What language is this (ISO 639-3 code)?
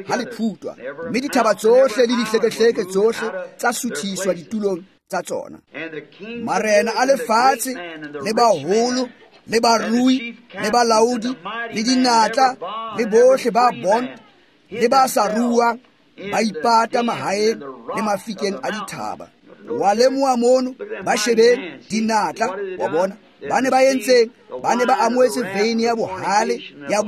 tsn